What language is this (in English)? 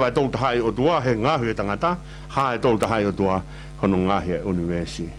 Tongan